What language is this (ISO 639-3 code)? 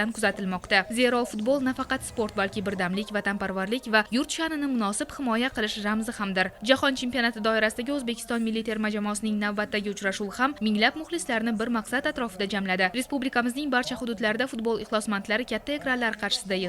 uzb